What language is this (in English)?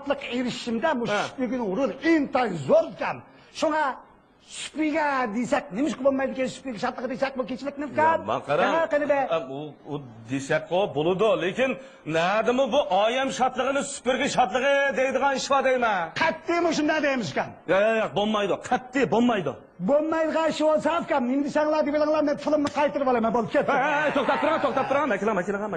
Uyghur